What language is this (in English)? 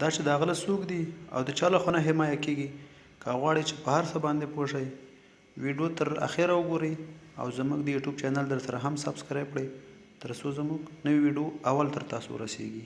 Pashto